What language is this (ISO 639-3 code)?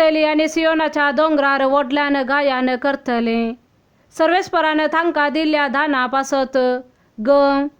kok